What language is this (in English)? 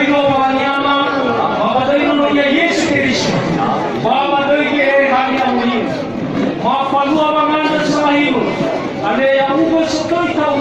Nias